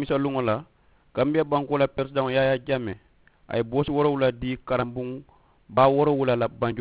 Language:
Mandingo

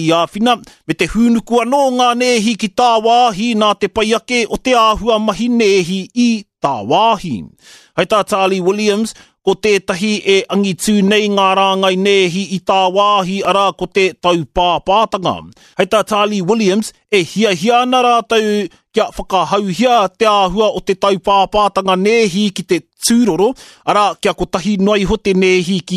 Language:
Māori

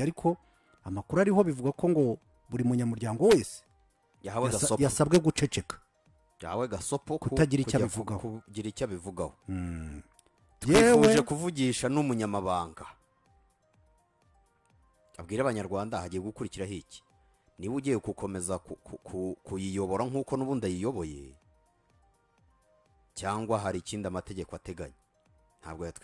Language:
Kinyarwanda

